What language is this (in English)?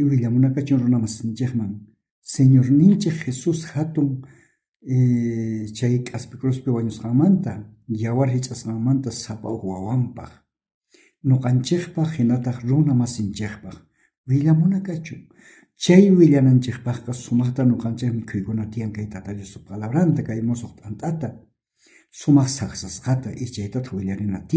South Bolivian Quechua